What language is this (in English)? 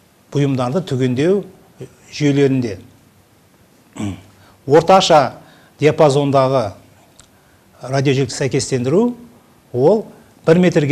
Kazakh